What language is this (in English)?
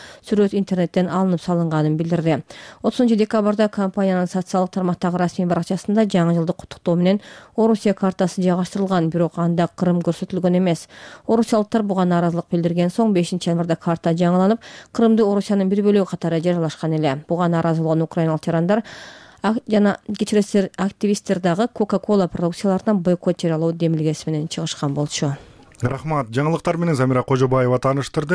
Kyrgyz